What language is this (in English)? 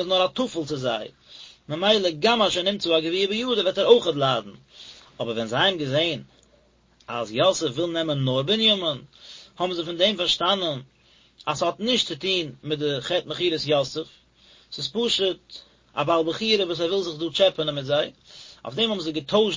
Yiddish